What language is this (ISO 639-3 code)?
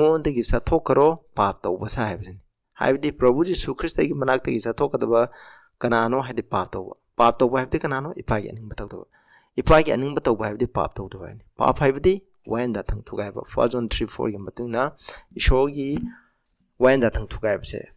mni